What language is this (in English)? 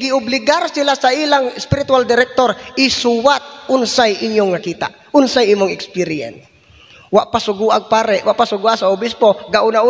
Cebuano